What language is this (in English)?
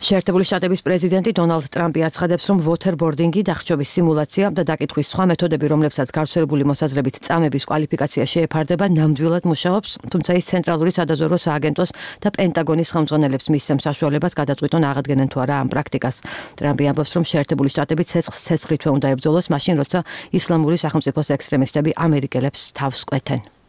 Georgian